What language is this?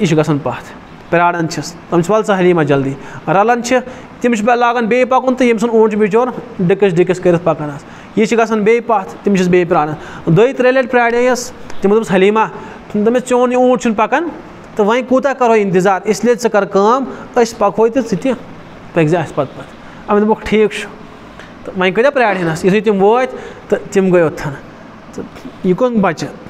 Kashmiri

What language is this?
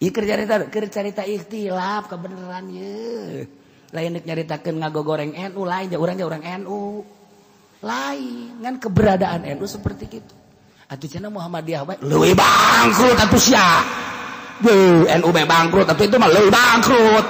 Sundanese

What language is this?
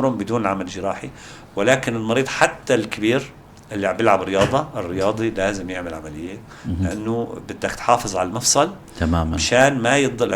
North Levantine Arabic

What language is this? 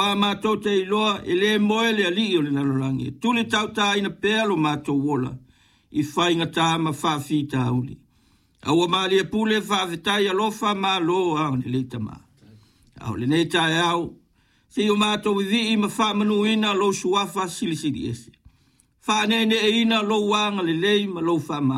Samoan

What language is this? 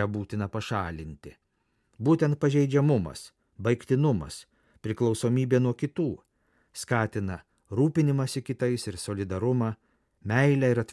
Lithuanian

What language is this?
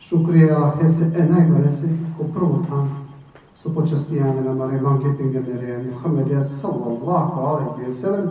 Balkan Romani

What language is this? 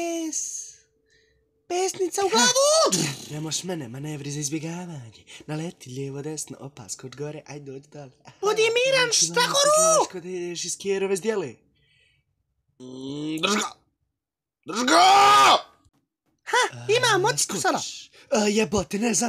Bosnian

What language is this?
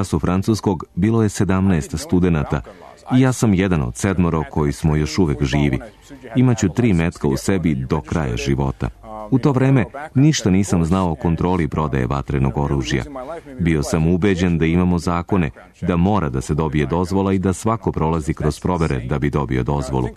Serbian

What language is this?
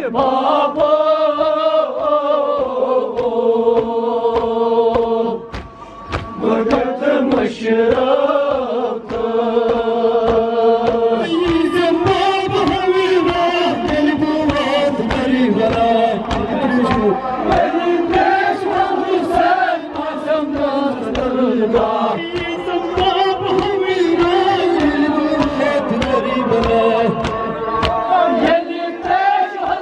Kashmiri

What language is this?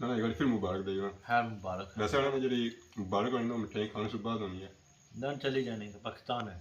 Pahari-Potwari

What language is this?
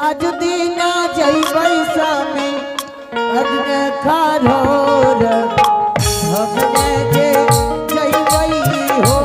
Angika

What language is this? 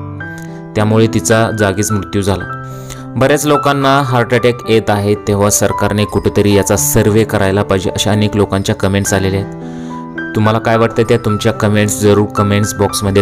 Marathi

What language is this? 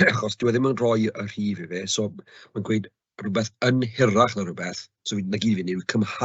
Welsh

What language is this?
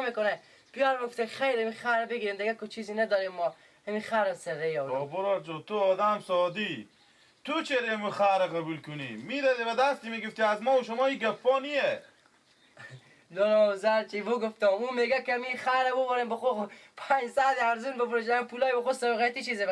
Persian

